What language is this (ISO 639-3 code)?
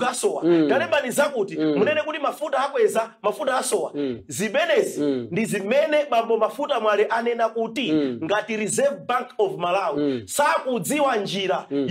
nya